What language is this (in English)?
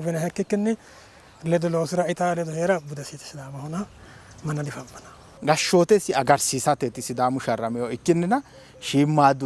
Sidamo